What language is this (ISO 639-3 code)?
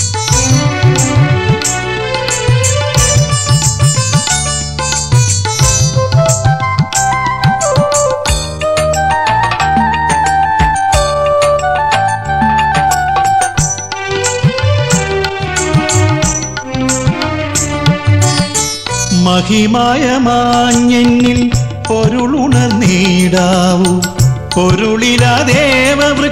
mal